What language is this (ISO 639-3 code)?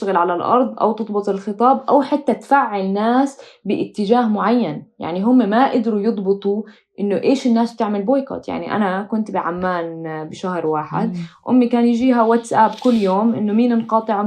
apc